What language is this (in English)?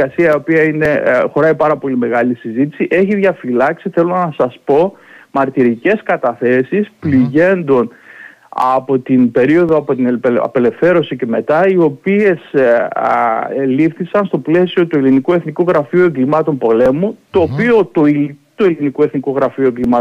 Greek